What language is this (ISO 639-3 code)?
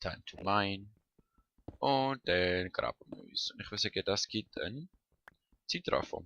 gsw